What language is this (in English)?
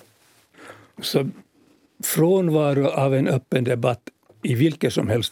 Swedish